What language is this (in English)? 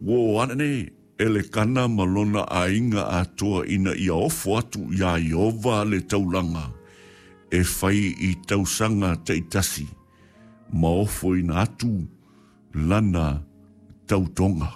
Samoan